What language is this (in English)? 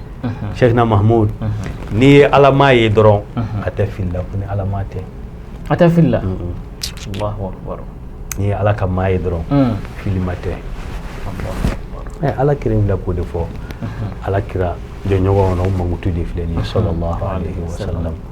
Bambara